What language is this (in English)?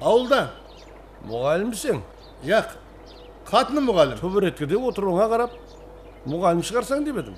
Kara-Kalpak